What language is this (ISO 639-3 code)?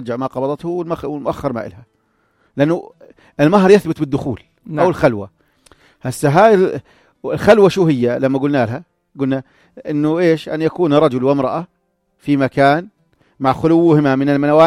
apc